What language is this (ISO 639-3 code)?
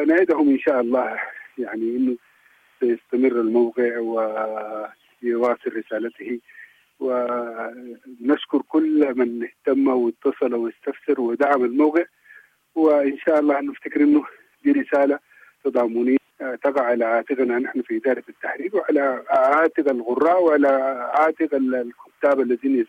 apd